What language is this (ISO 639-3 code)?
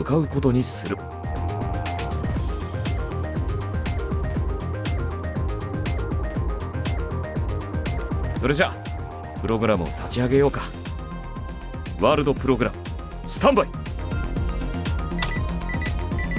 jpn